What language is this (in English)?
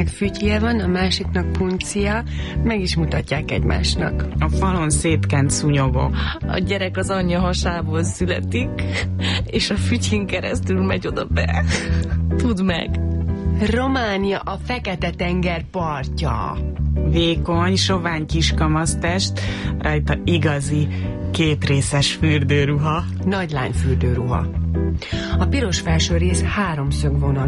Hungarian